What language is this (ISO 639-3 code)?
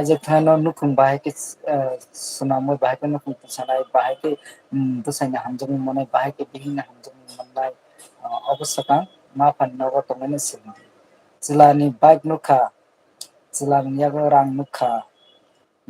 trp